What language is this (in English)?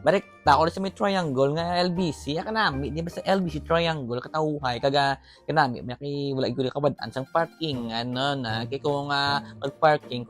Hiligaynon